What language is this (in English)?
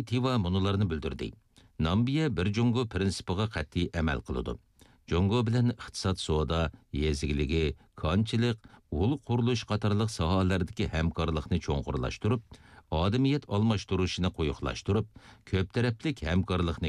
Uyghur